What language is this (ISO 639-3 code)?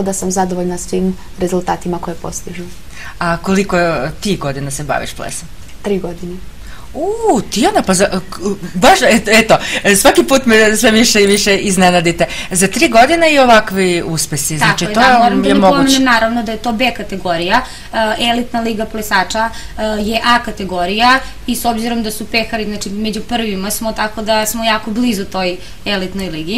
srp